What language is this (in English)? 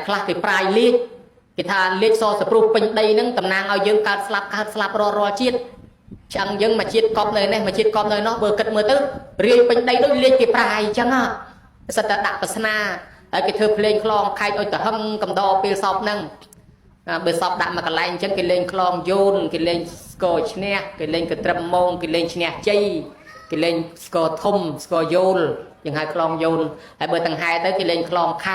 Khmer